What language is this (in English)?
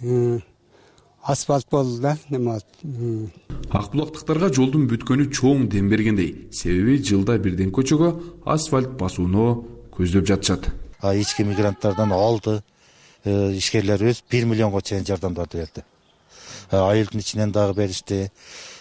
Kyrgyz